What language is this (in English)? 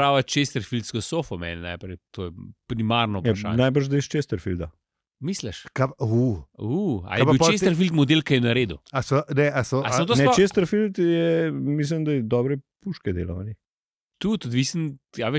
Slovenian